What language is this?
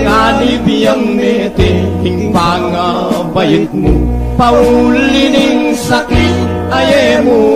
Pampanga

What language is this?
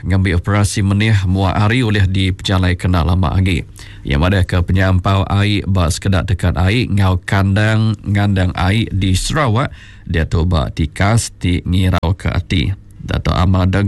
Iban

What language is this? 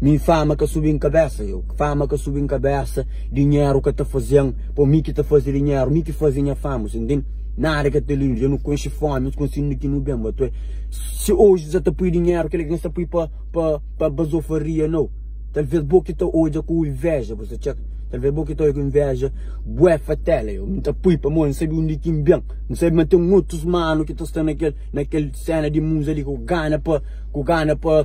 Kabuverdianu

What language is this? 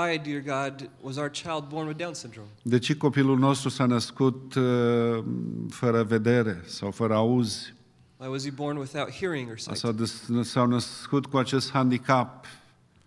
Romanian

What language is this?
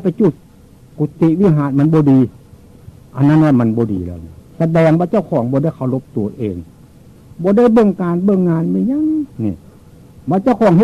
Northeastern Thai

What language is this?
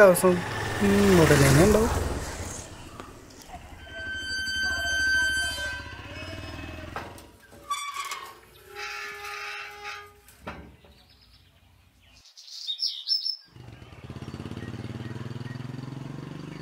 Malayalam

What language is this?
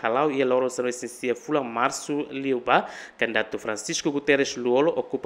Tetum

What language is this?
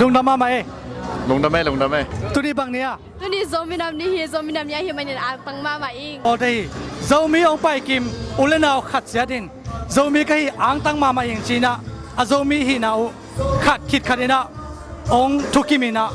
Tedim Chin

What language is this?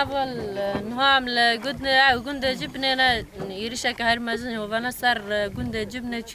Kurdish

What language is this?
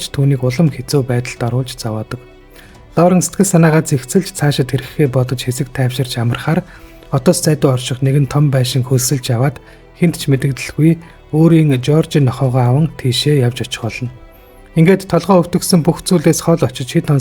Mongolian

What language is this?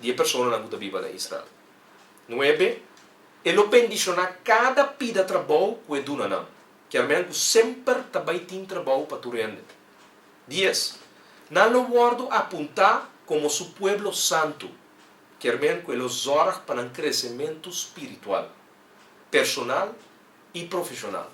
Papiamento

